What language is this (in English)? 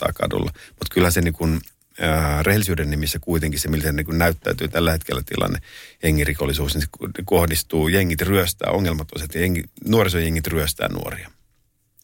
Finnish